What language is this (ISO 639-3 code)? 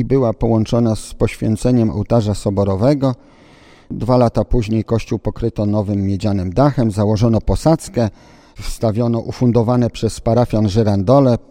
pol